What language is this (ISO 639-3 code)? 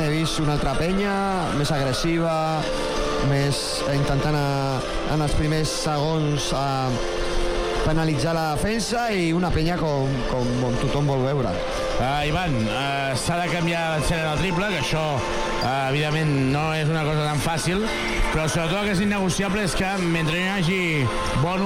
cat